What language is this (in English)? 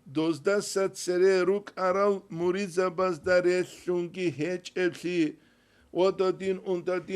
Avaric